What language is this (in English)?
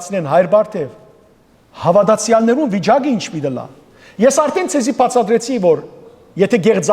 Western Armenian